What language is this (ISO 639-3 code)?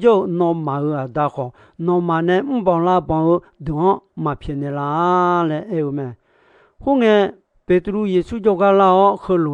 ahk